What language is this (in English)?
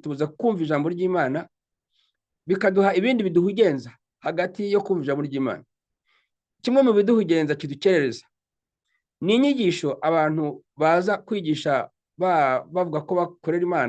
Kinyarwanda